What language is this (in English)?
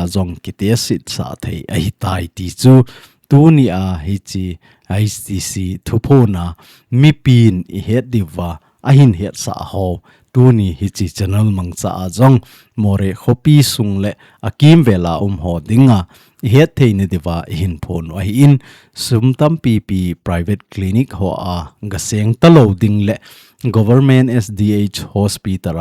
Thado Chin